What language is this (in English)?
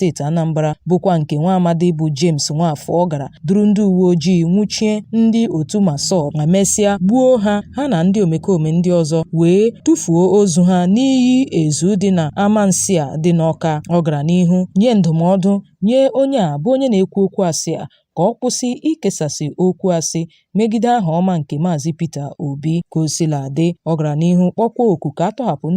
Igbo